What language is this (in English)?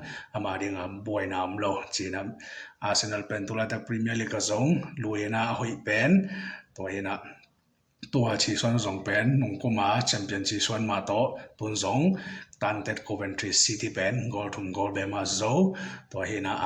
Tedim Chin